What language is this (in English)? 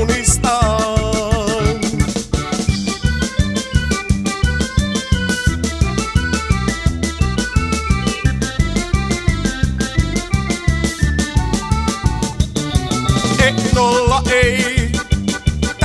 Finnish